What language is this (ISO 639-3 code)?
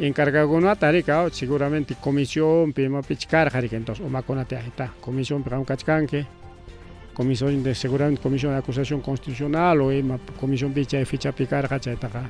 quy